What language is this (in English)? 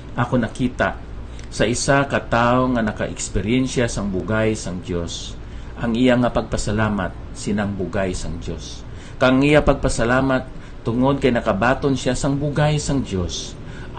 Hiligaynon